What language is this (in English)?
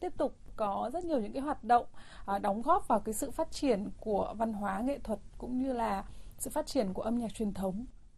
Vietnamese